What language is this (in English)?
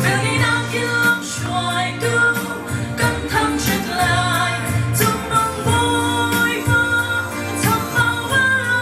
Hakha Chin